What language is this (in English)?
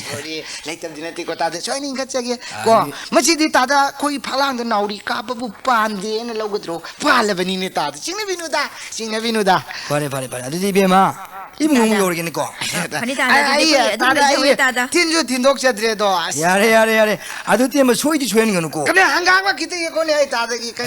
Manipuri